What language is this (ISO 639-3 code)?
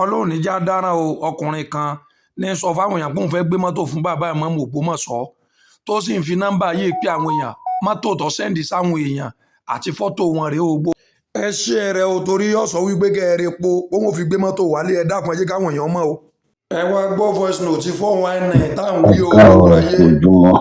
yor